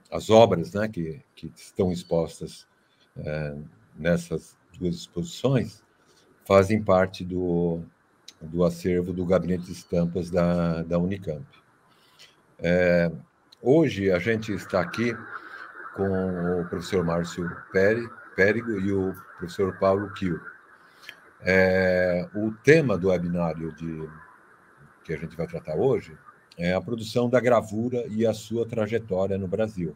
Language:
Portuguese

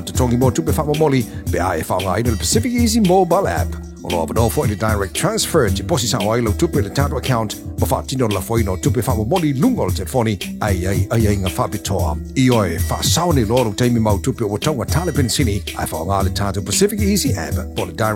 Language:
Samoan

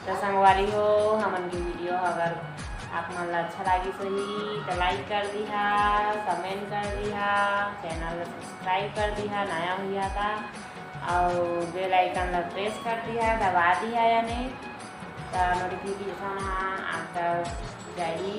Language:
Chhattisgarhi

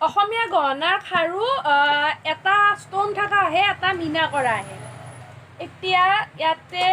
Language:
Assamese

